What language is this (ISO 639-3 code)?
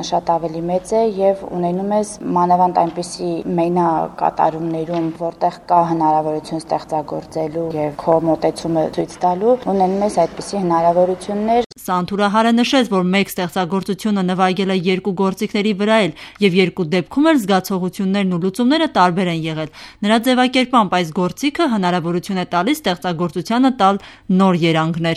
hye